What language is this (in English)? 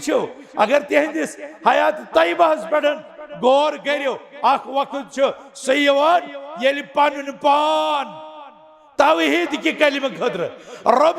Kashmiri